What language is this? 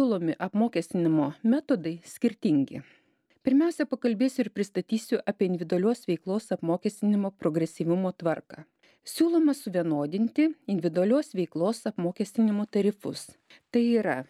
Lithuanian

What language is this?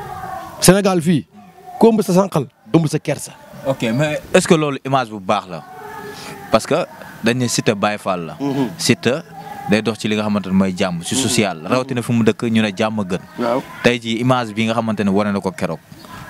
Wolof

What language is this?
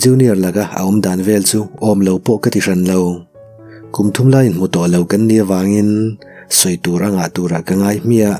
Mizo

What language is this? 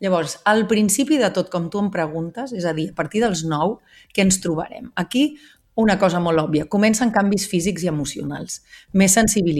Catalan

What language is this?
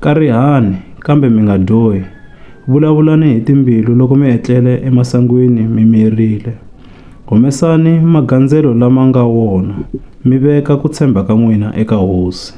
Tsonga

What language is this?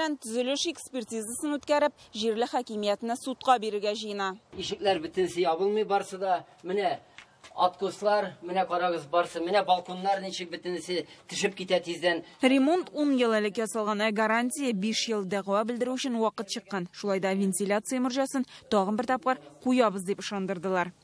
Tatar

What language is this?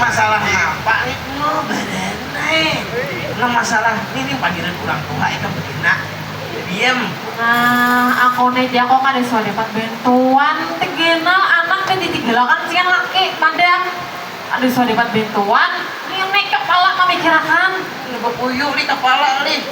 Banjar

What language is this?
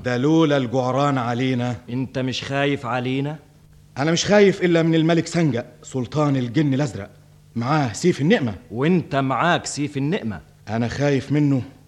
Egyptian Arabic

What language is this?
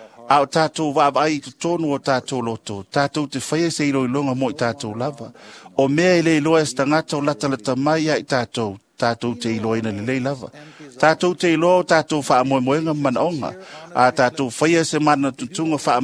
Samoan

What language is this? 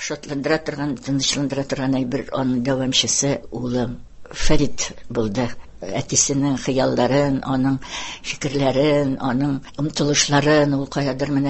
Tatar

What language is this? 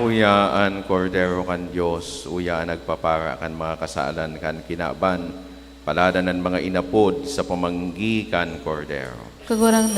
Bikol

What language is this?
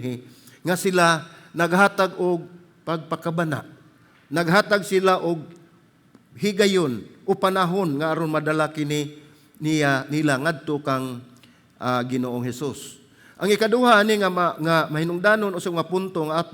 Cebuano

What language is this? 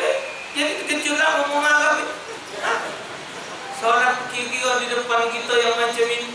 Musi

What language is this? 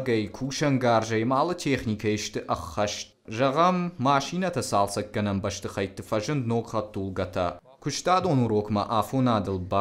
Ossetic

